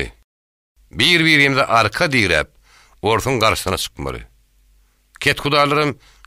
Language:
Turkmen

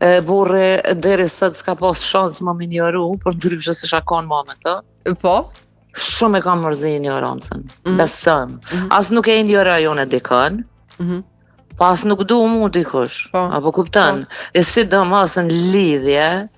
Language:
Albanian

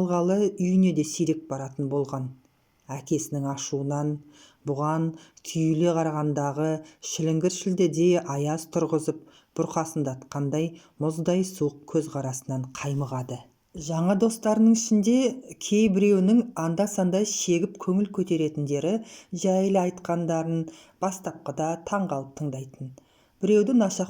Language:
Kazakh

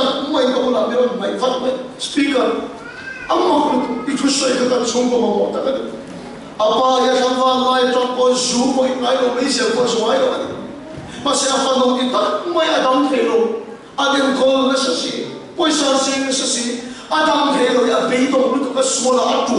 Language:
Mizo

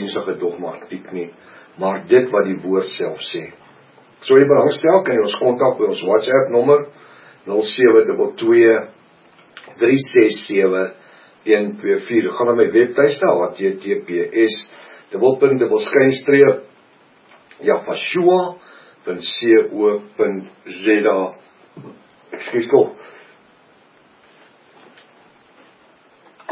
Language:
Afrikaans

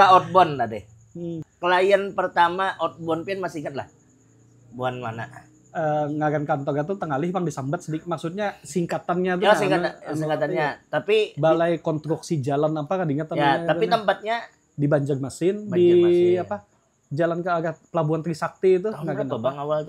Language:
Banjar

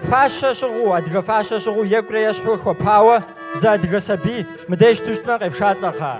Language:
Kabardian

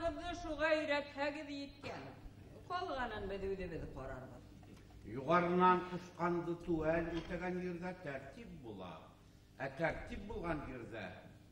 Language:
Bashkir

